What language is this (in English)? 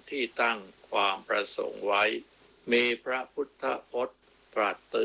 Thai